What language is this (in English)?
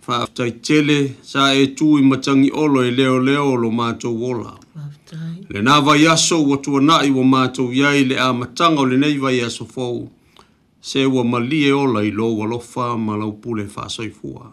Samoan